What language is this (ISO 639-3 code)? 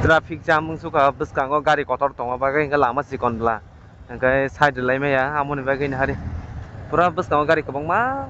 trp